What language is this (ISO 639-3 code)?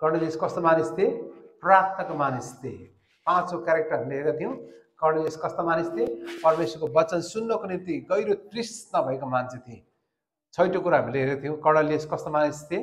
nep